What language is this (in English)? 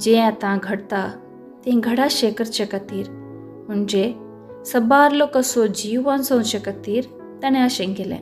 Konkani